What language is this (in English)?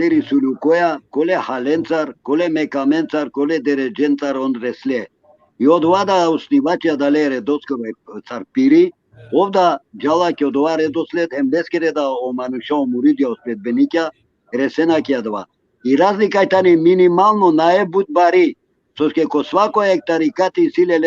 Balkan Romani